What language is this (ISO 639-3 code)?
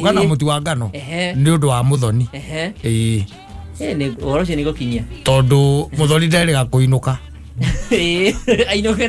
kik